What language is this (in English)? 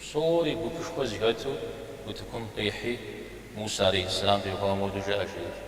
Kabardian